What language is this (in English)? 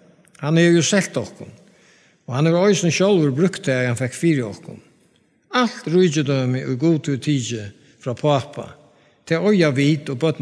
Faroese